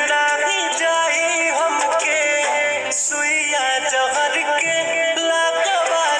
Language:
Bhojpuri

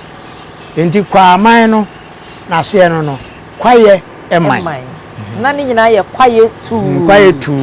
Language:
Akan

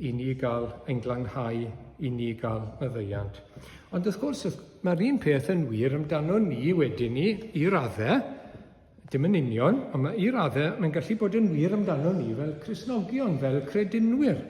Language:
Welsh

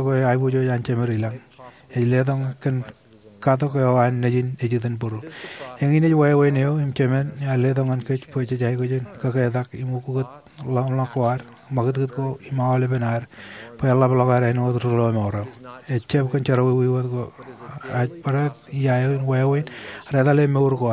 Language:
Marshallese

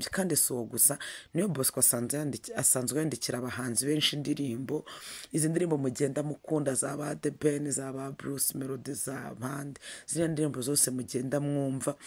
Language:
Kinyarwanda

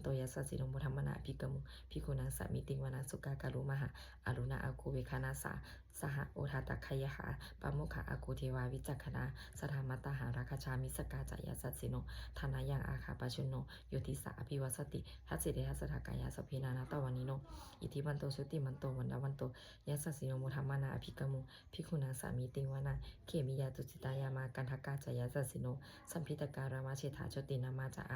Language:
Pali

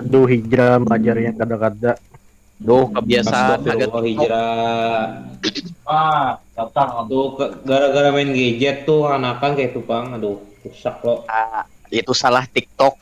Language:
Banjar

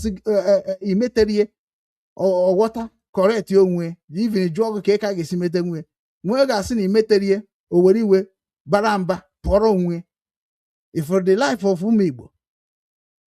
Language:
Igbo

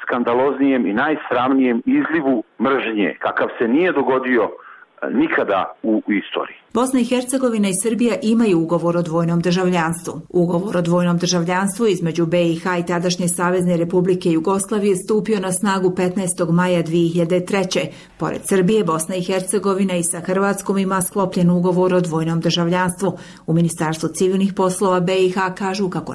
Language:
Serbian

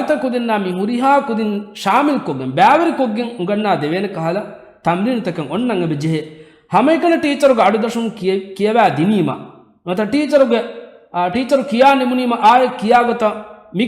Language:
Divehi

